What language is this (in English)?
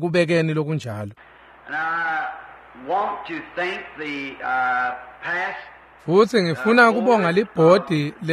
Swati